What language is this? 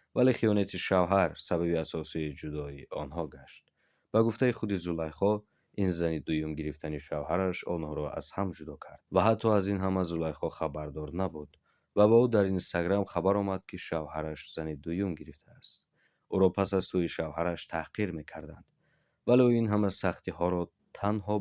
Tajik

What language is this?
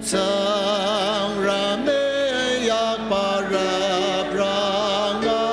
Ao Naga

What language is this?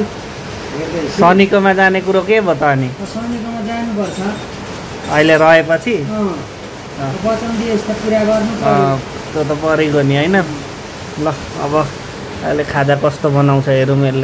Nepali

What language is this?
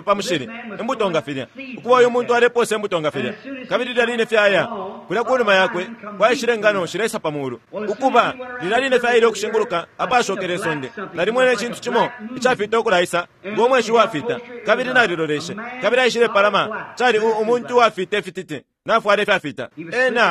Bemba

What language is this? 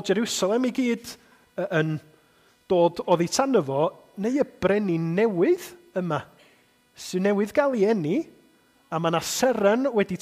Welsh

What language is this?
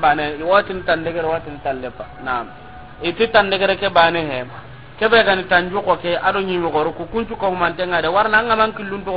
Soninke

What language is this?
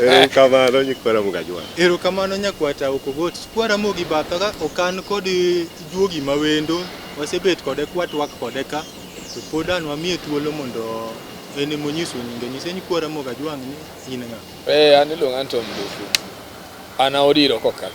Luo (Kenya and Tanzania)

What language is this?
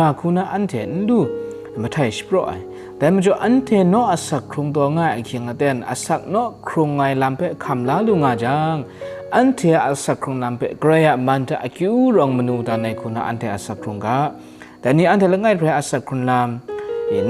Kachin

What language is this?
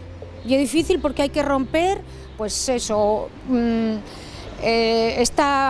Asturian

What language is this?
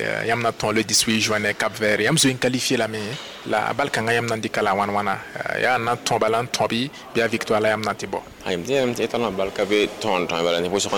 Mossi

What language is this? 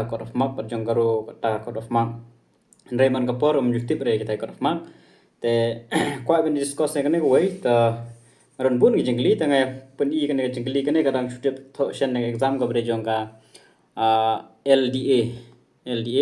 Khasi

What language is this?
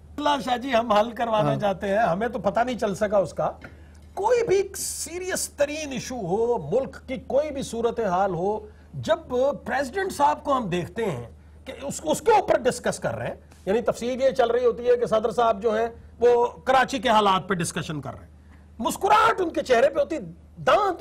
Urdu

